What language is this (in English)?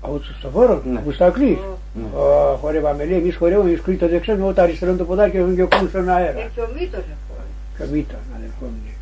Pontic